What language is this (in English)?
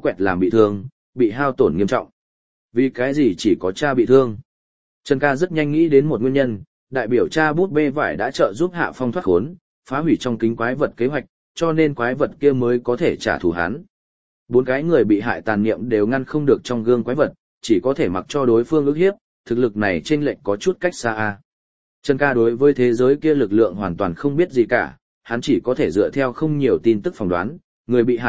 Vietnamese